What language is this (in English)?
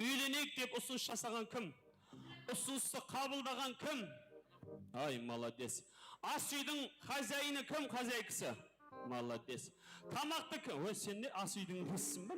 Kara-Kalpak